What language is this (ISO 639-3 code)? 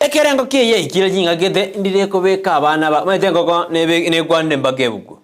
guz